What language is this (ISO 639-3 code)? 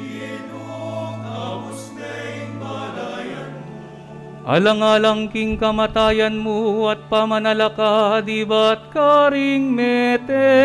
pam